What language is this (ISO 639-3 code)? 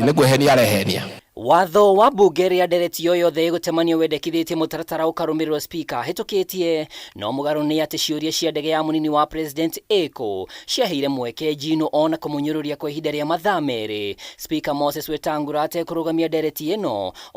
kik